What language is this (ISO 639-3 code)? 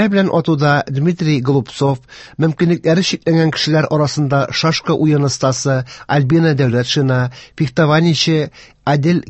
tat